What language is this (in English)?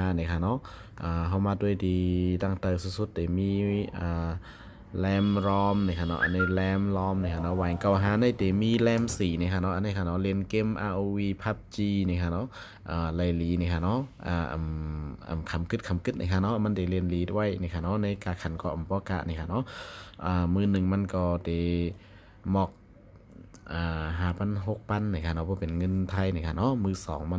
Shan